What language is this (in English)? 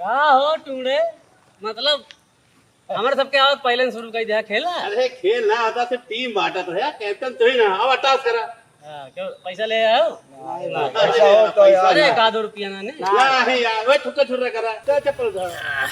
Awadhi